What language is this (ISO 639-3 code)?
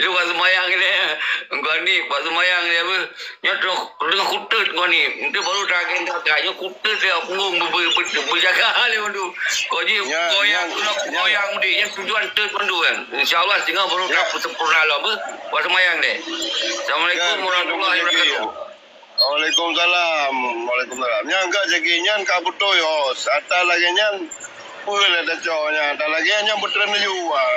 ace